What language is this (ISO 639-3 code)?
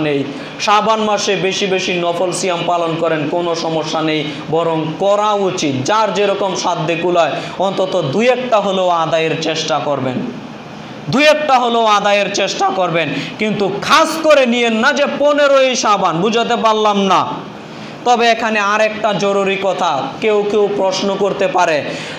ben